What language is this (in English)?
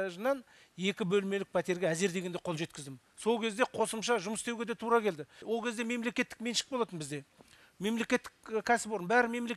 Kazakh